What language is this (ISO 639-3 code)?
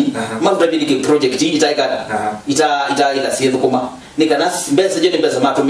kam